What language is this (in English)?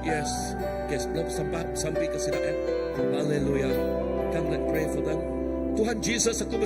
Iban